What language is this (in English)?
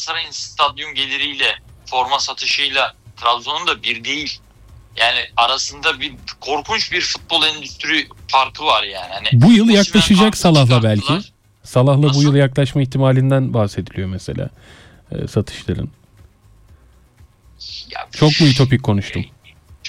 Turkish